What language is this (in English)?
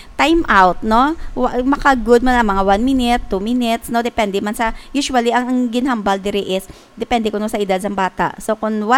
Hiligaynon